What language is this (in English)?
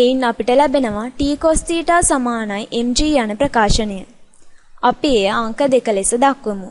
Sinhala